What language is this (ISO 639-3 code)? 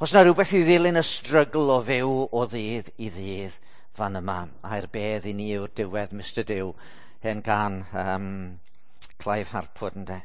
cym